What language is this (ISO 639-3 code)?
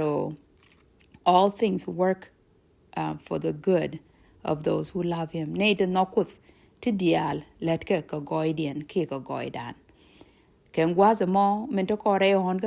nus